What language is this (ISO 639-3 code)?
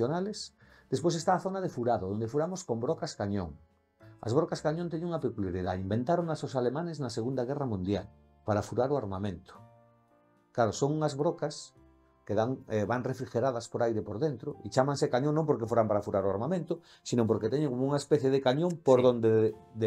glg